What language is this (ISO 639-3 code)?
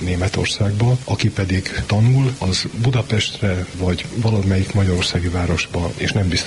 hun